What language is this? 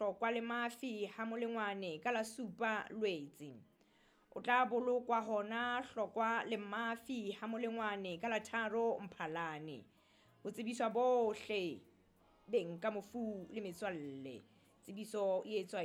Southern Sotho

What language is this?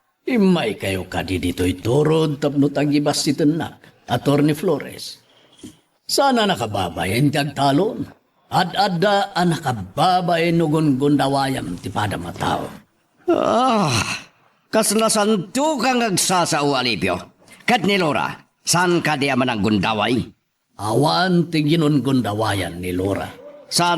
Iloko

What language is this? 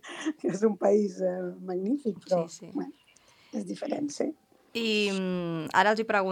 Catalan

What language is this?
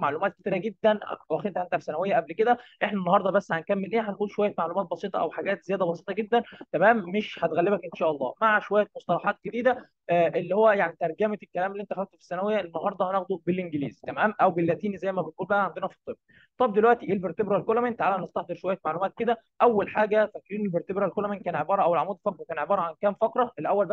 Egyptian Arabic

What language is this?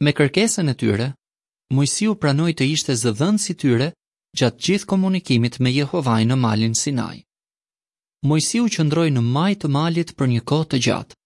Albanian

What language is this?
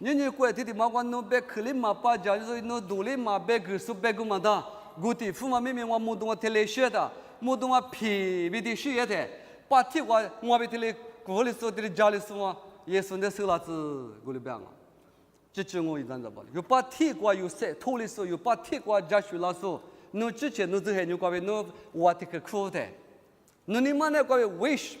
Lisu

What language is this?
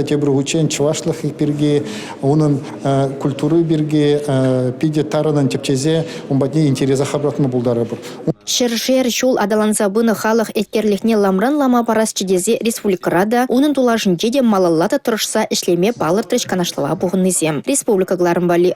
Chuvash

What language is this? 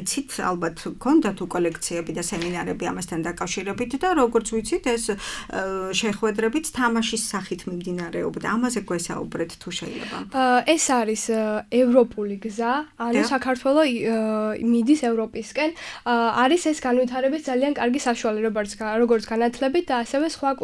Georgian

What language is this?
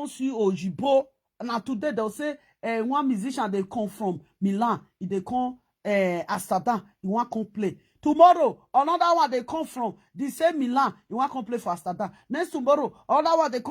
Nigerian Pidgin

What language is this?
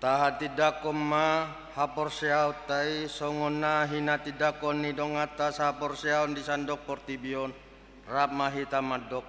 Batak Toba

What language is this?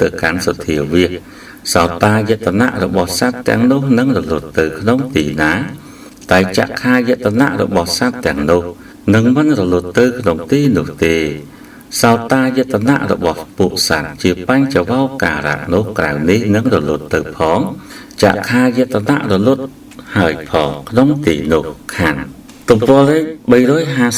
Khmer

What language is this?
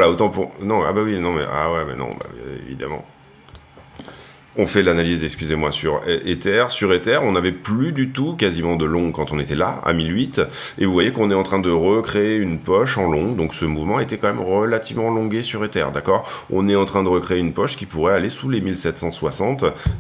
French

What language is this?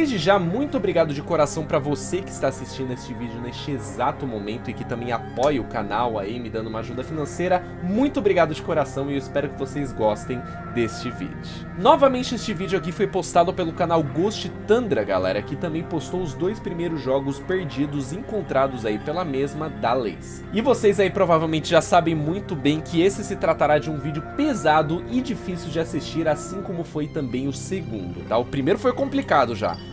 Portuguese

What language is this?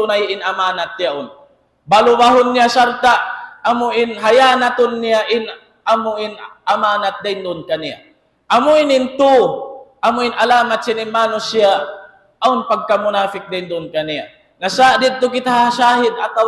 Tausug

